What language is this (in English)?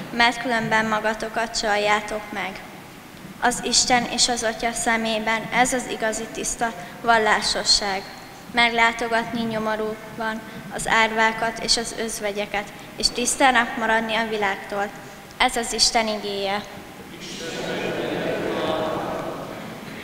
Hungarian